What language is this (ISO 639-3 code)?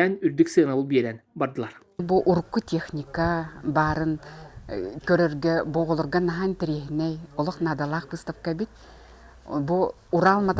sah